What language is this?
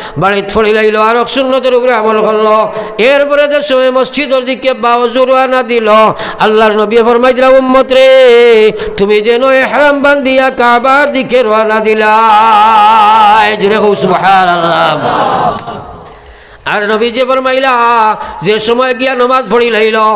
Sylheti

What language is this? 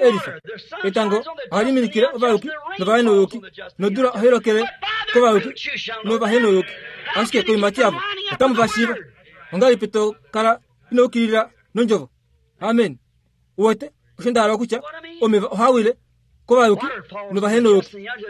Kuanyama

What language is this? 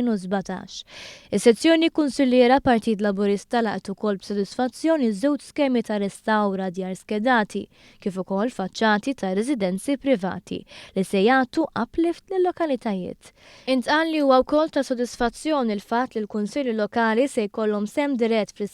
Maltese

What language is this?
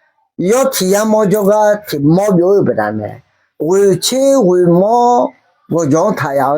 Akha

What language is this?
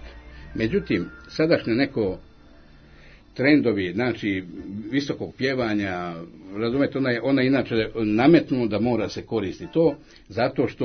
Serbian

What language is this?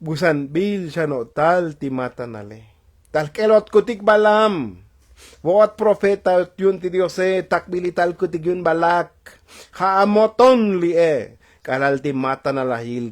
Tzotzil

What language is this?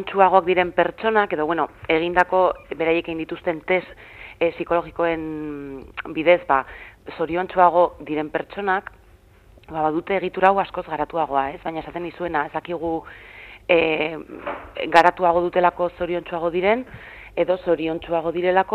Basque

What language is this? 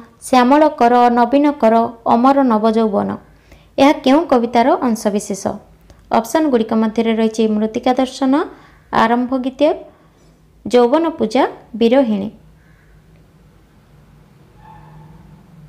Odia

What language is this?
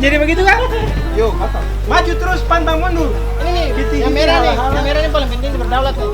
Ambonese Malay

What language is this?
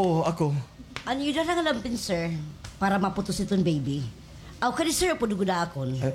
Waray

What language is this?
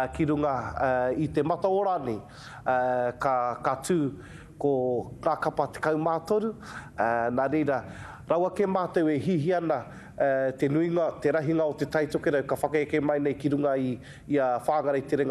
Māori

